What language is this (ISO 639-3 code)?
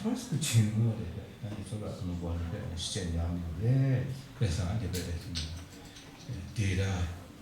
kac